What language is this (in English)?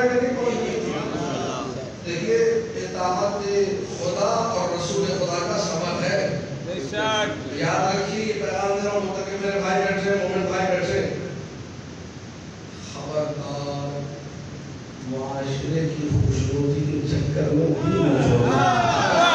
Urdu